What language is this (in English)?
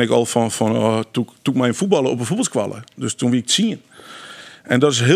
Western Frisian